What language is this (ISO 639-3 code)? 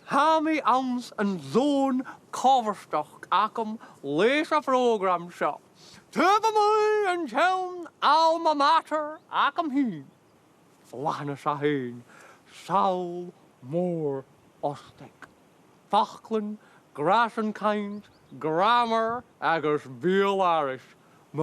gla